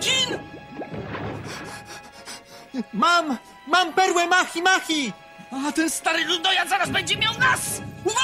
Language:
Polish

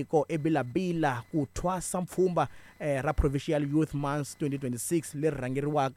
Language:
Tsonga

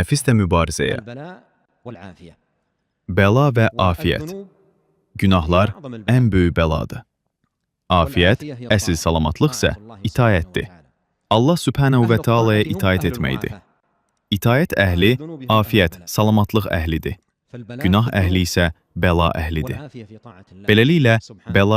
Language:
Azerbaijani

